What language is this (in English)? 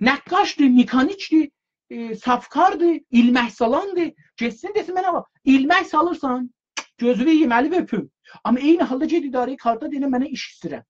South Azerbaijani